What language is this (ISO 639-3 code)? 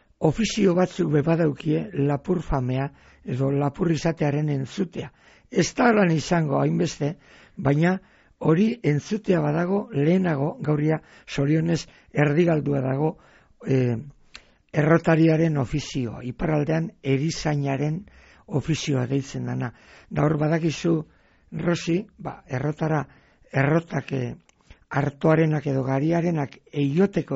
eus